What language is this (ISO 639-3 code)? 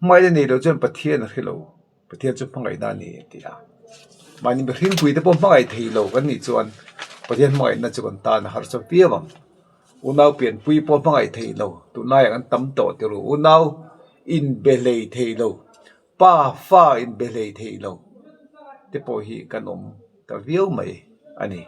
lus